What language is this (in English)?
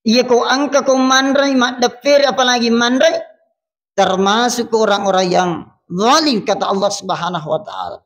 Buginese